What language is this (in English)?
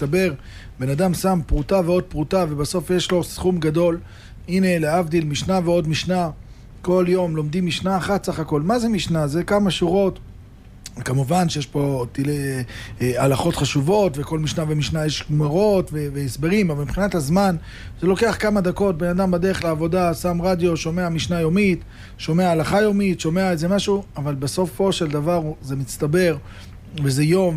Hebrew